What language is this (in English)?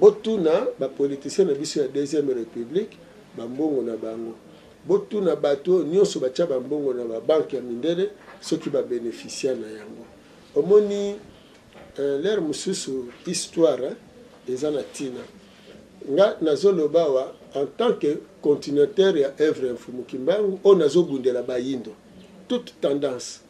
Lingala